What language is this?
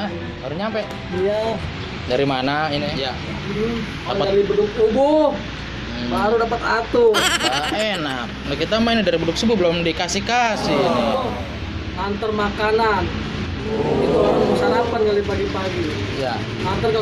Betawi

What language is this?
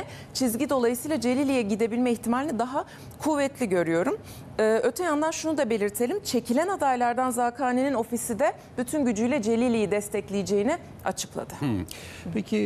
Turkish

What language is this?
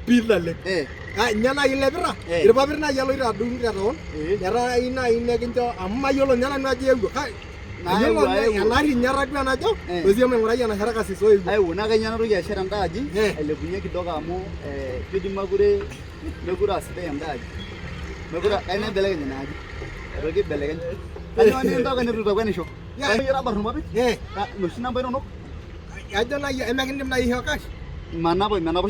Masai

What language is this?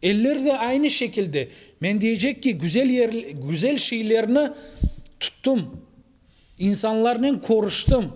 Crimean Tatar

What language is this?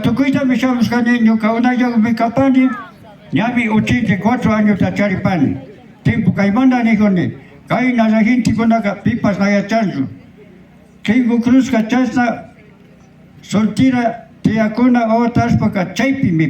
Imbabura Highland Quichua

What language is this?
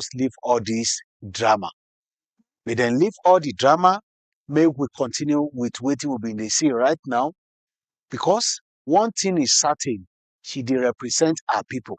Nigerian Pidgin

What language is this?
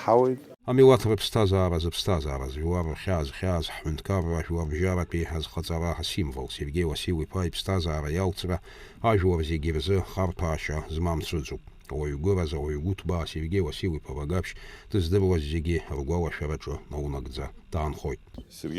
Abkhazian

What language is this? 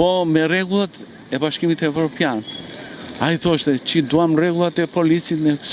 Albanian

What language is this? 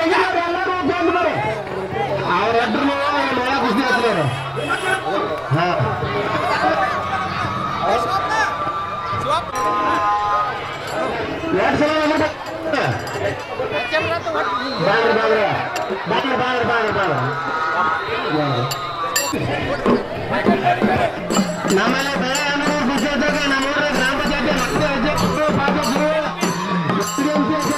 Kannada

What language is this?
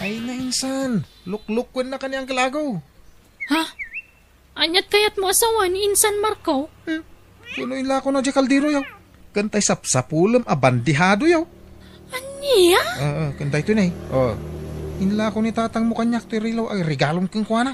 Iloko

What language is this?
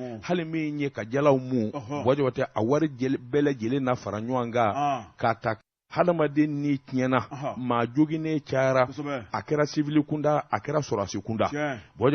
Bambara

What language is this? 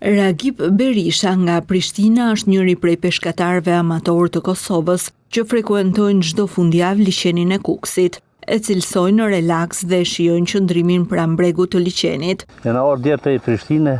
Albanian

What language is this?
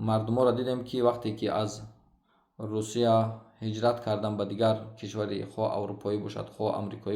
Tajik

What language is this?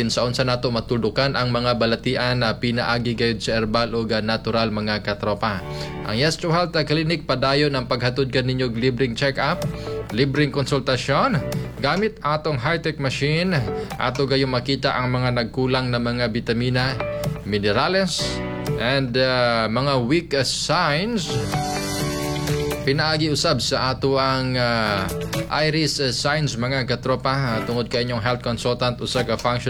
Cebuano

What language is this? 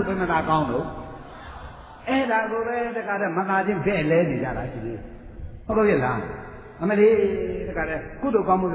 Burmese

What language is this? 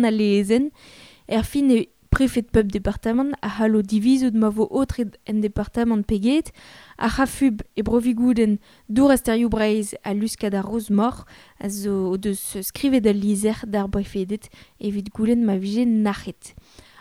Breton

